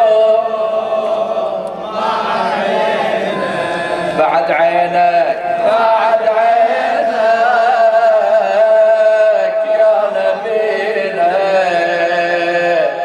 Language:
Arabic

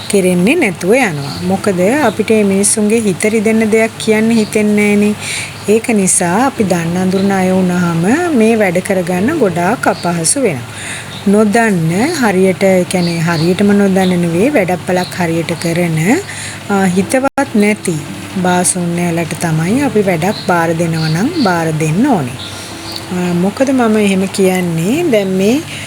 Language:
Sinhala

